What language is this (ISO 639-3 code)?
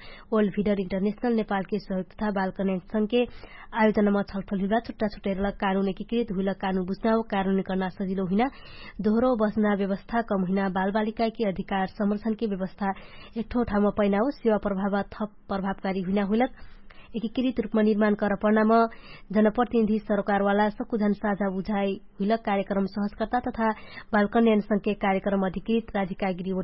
thl